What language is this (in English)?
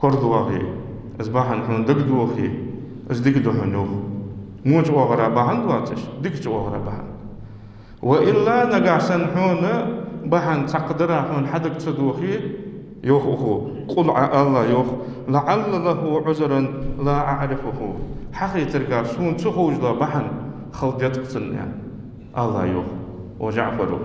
Ingush